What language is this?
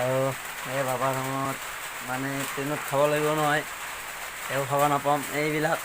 Assamese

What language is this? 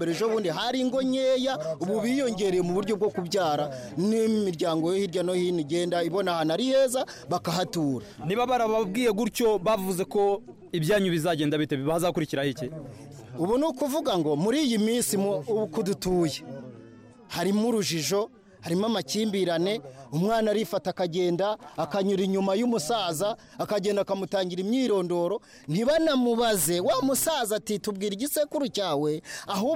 Kinyarwanda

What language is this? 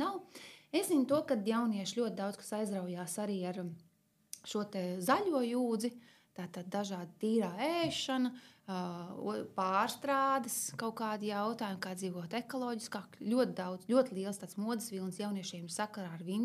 Latvian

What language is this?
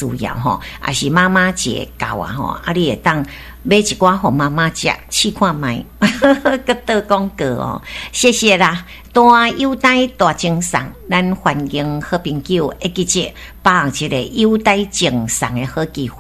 Min Nan Chinese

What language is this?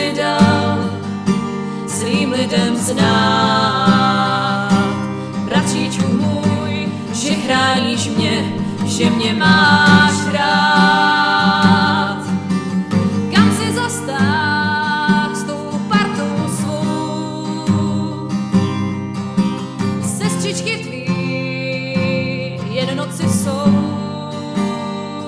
Czech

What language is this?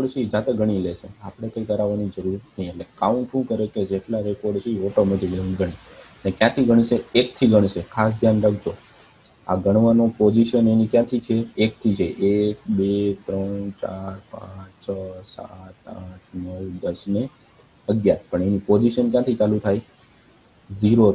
Gujarati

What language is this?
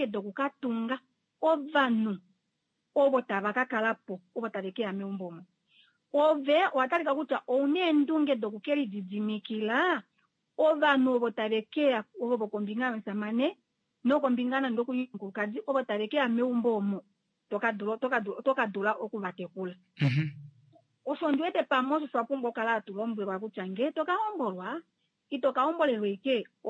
Kuanyama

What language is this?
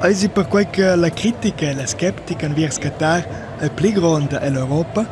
Romansh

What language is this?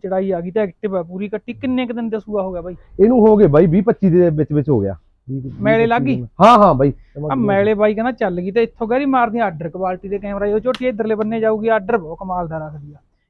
Punjabi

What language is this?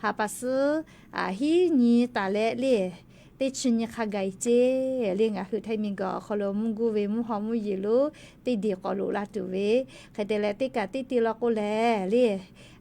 Lahu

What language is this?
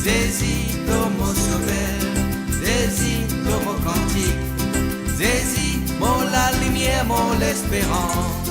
Morisyen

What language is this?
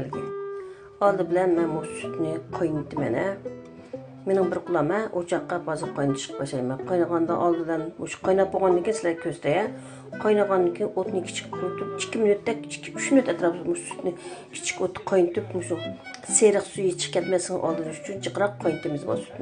Uyghur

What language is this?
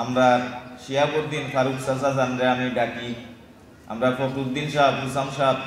Sylheti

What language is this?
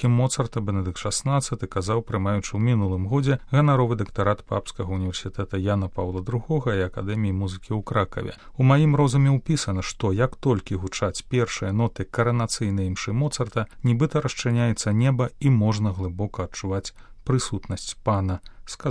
Belarusian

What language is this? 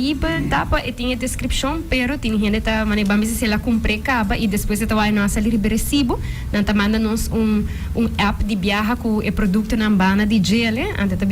Papiamento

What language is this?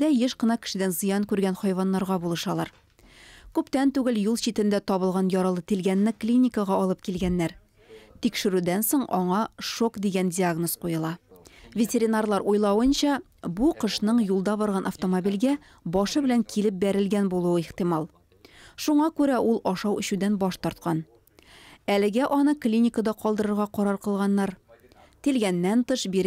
Tatar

